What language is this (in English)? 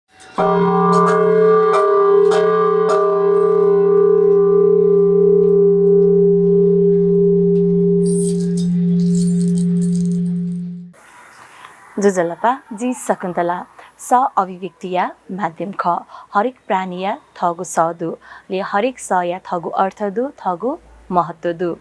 Newari